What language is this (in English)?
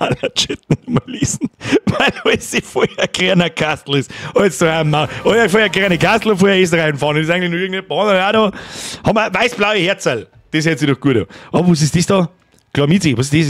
Bavarian